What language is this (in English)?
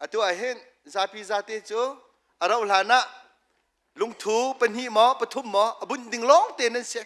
Hakha Chin